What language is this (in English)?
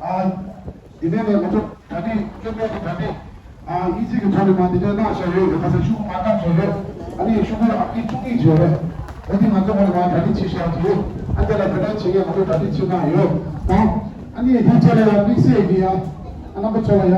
Tibetan